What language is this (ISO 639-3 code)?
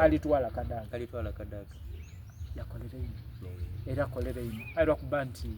xog